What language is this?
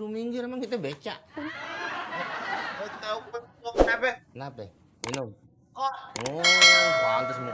Betawi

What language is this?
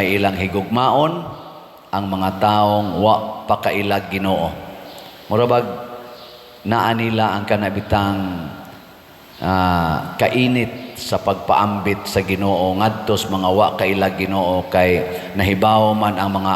Cebuano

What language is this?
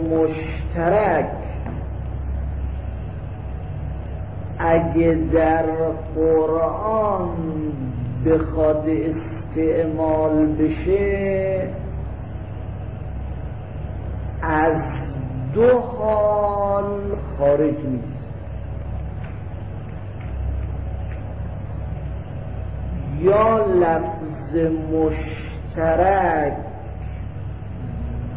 Persian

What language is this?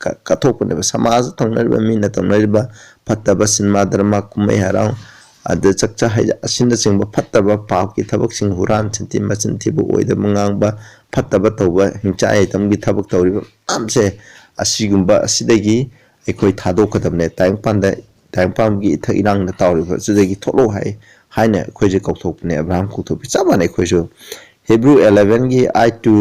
Manipuri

